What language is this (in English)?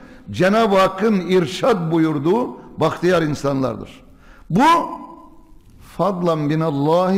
Turkish